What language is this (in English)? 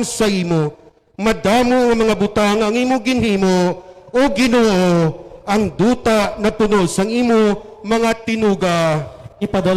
Hiligaynon